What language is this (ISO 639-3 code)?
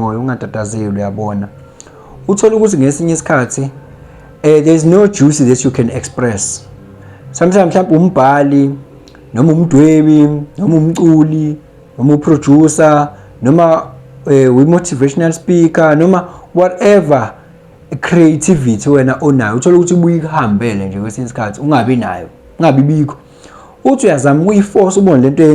zul